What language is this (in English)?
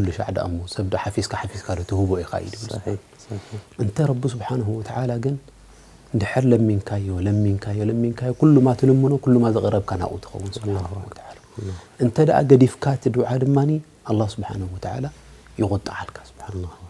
Tigrinya